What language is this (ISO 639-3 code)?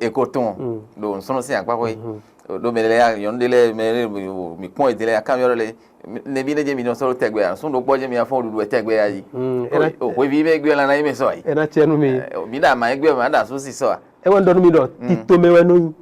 fon